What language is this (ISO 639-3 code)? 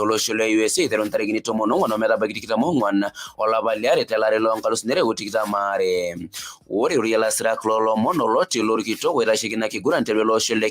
mas